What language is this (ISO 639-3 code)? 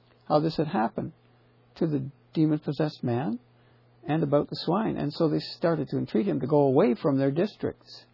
eng